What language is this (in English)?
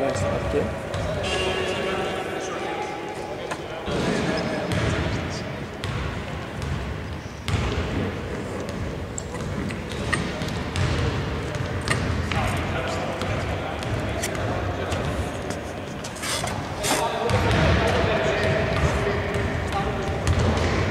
Greek